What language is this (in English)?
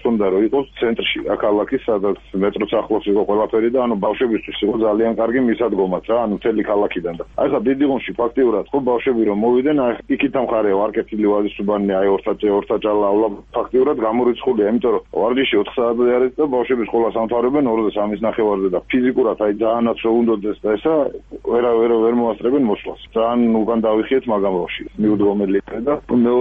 Georgian